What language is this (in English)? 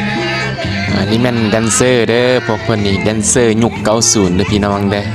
Lao